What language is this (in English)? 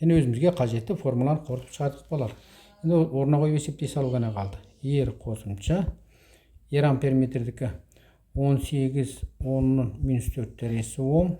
Kazakh